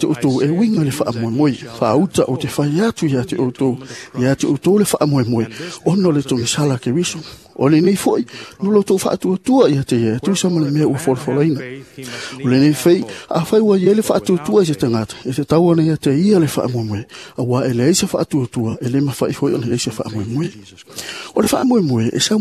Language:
Samoan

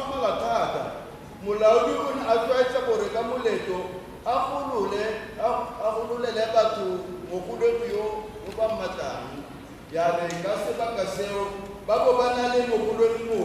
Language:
Tswana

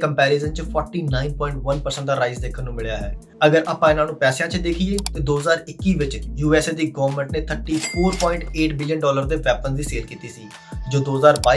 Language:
Punjabi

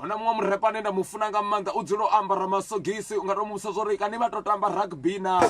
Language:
Venda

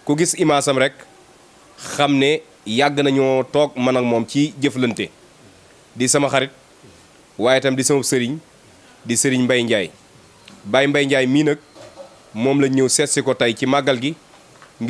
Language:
Wolof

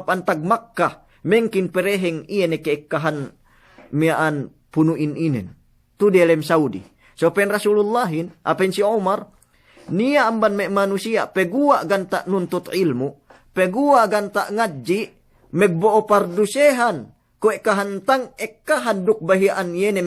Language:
Yakan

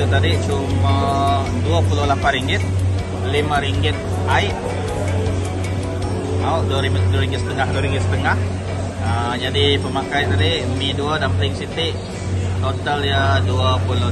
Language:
Malay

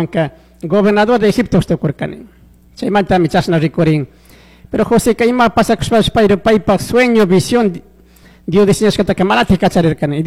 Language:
Chimborazo Highland Quichua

